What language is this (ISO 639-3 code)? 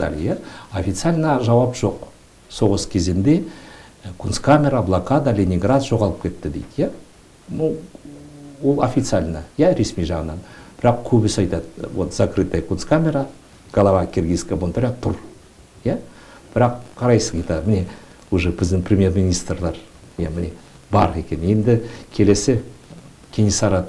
kaz